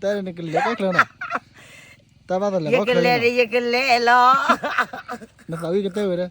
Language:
S'gaw Karen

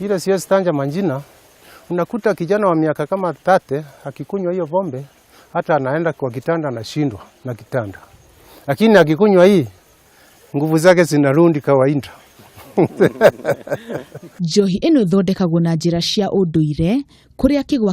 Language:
Kikuyu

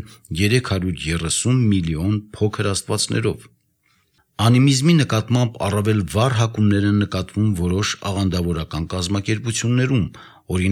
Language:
Armenian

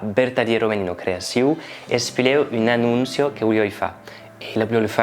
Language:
Occitan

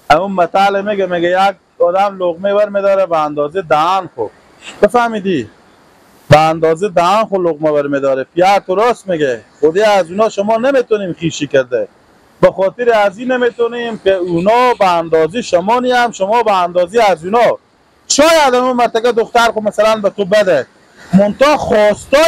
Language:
Persian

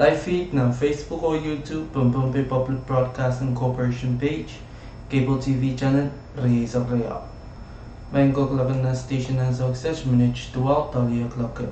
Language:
Pohnpeian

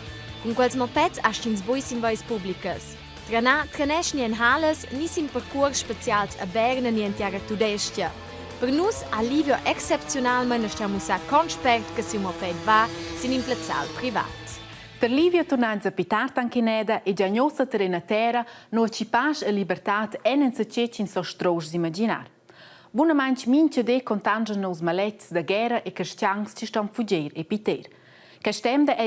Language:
Romansh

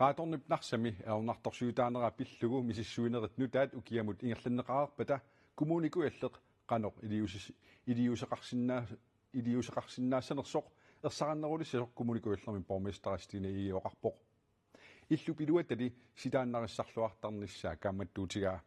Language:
Kalaallisut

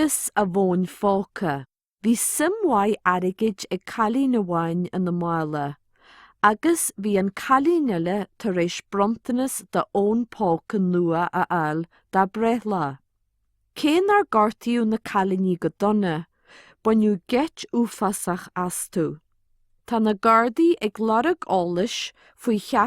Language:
Irish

